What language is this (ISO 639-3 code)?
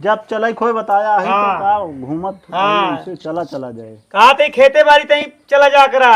awa